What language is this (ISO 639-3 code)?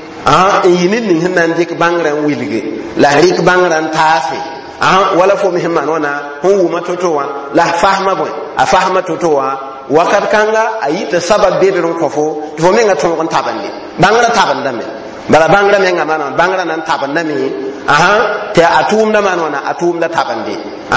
mos